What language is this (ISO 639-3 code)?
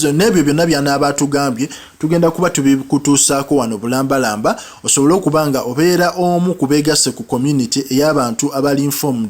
lug